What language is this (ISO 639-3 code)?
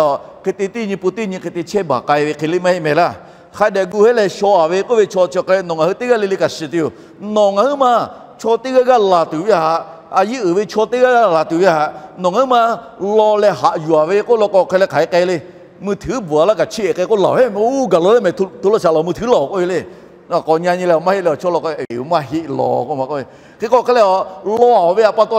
lhu